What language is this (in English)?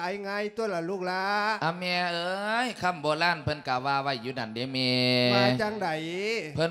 Lao